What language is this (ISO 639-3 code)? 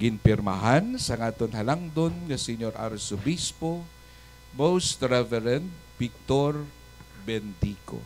hil